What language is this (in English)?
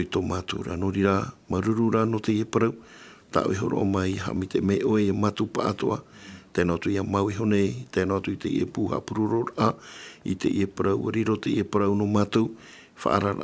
Tahitian